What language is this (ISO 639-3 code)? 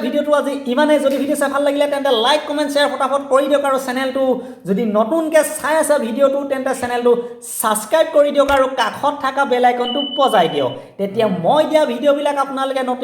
asm